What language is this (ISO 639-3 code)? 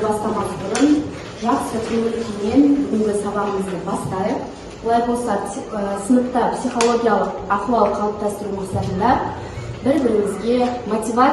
kaz